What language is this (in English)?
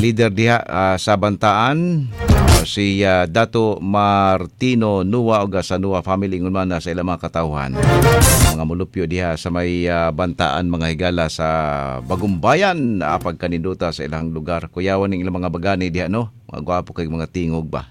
Cebuano